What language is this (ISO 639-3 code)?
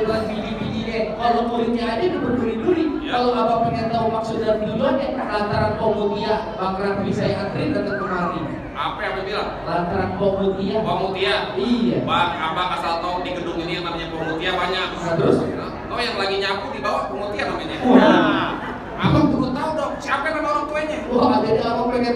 bew